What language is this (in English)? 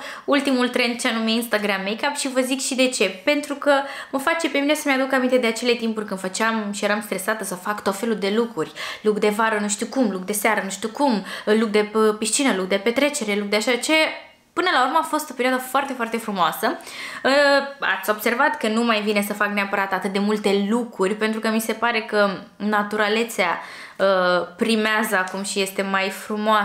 Romanian